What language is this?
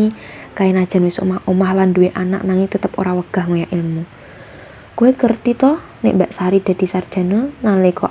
Javanese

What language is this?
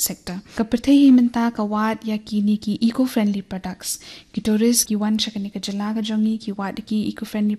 Khasi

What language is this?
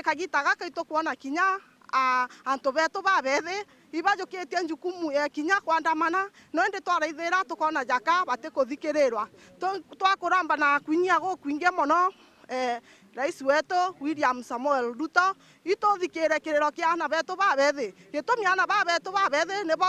Meru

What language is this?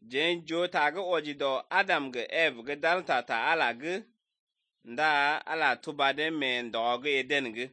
Slovenian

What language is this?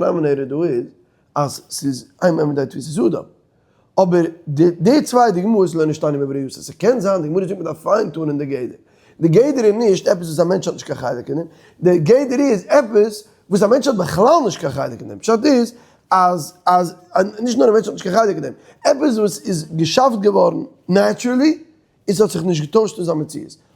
Yiddish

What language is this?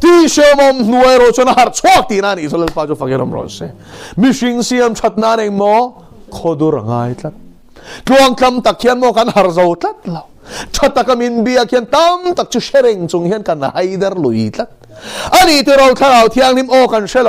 Mizo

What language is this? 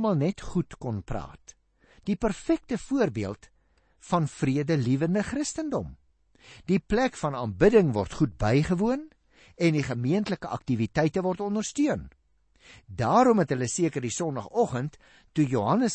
Afrikaans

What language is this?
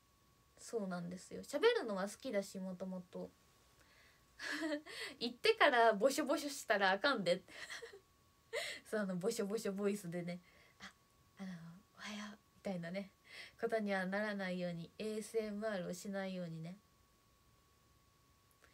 Japanese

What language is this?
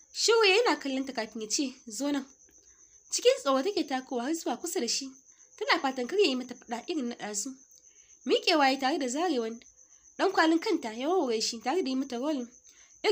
Hausa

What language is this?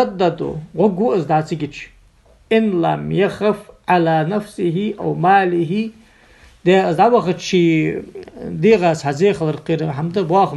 Ingush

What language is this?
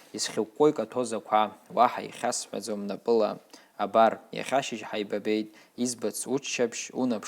Abkhazian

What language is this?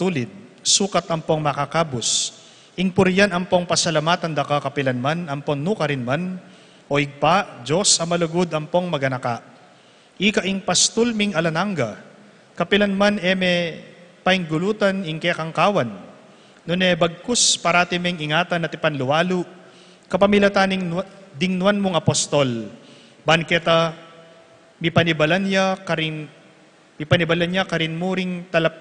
Pampanga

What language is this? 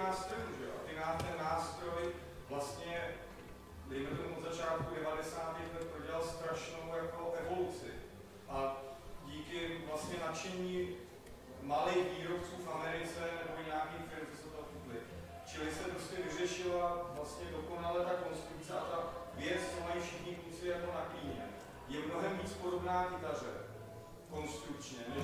Czech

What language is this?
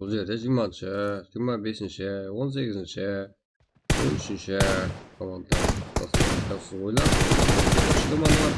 Kara-Kalpak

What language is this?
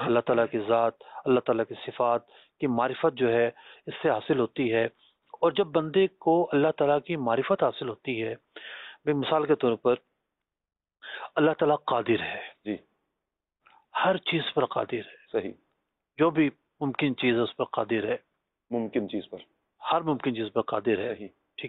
Urdu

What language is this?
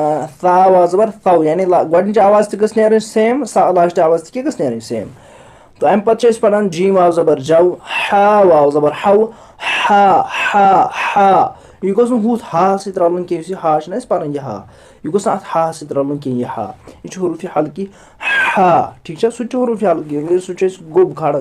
Kashmiri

